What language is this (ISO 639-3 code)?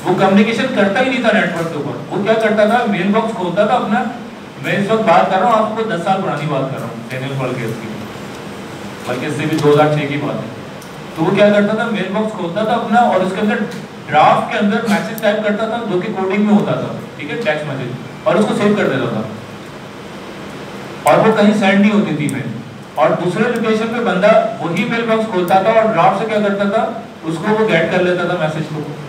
hin